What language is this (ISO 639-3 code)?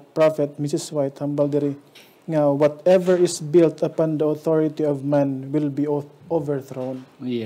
hil